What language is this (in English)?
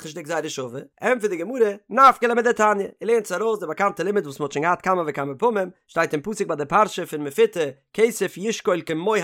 Yiddish